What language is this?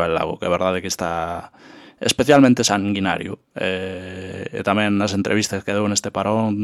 Galician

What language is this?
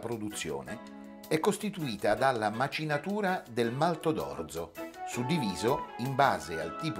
Italian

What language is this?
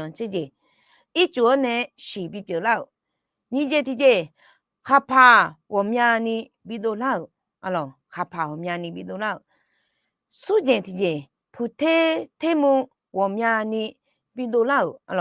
Akha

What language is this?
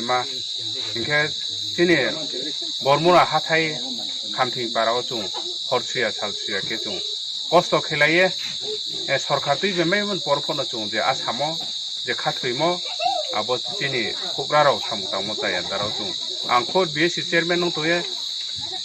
Riang (India)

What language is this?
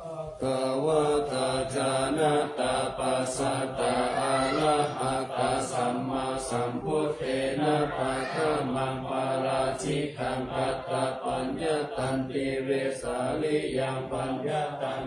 Pali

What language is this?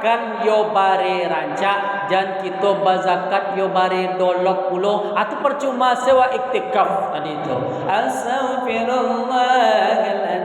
Minangkabau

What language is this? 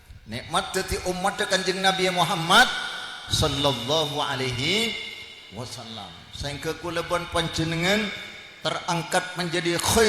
Madurese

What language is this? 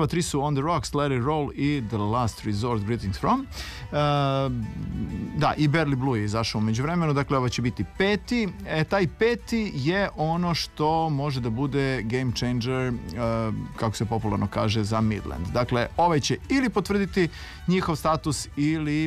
Serbian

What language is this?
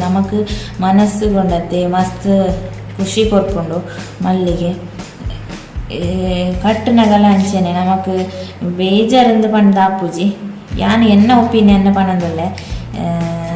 Tulu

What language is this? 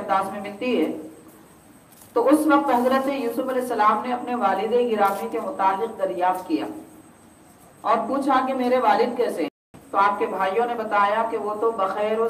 Urdu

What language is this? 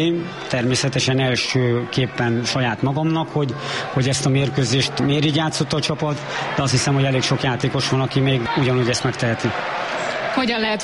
Hungarian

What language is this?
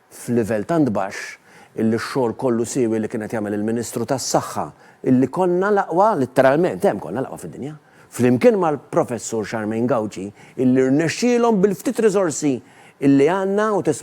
Maltese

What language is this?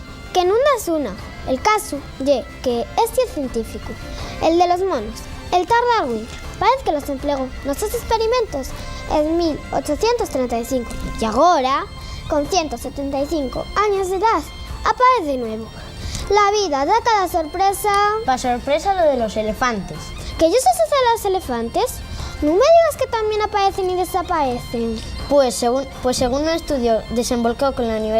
Asturian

